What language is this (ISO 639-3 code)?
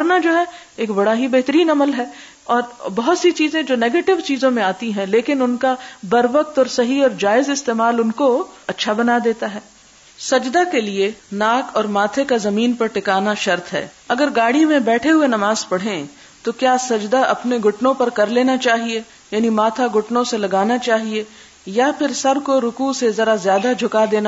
urd